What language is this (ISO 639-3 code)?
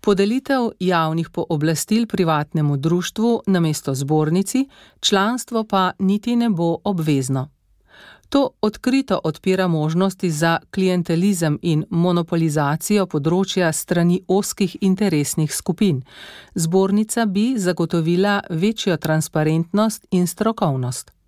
slv